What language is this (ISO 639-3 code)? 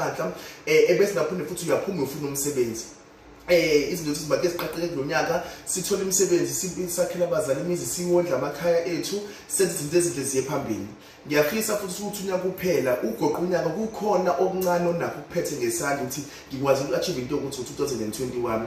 zul